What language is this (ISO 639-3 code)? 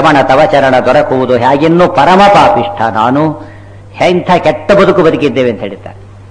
kan